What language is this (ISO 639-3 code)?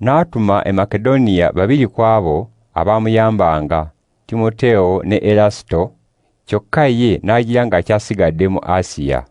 lug